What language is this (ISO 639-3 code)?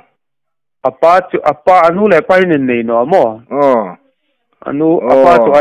hmr